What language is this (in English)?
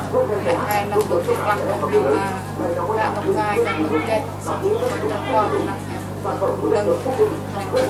Central Mnong